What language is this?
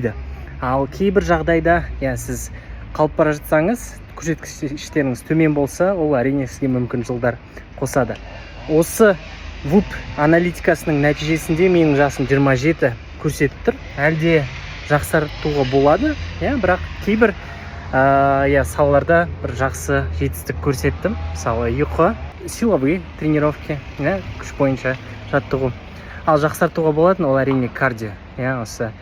Kazakh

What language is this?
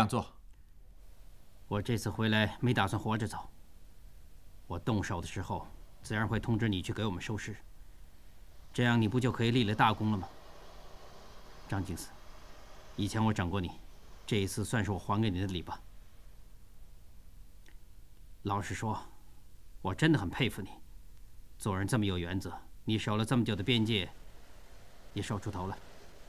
Chinese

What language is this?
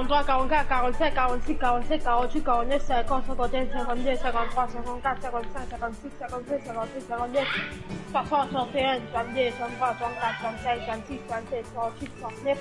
Morisyen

